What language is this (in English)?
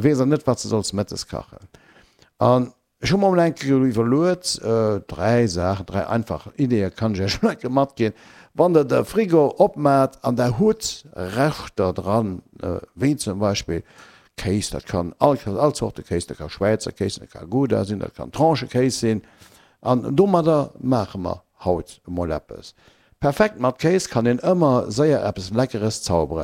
Luxembourgish